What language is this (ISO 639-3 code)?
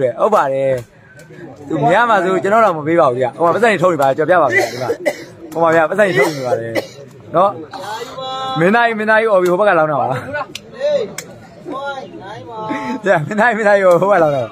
mya